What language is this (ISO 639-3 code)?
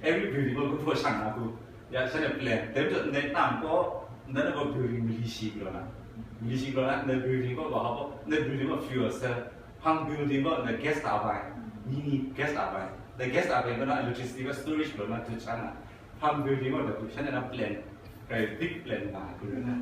kac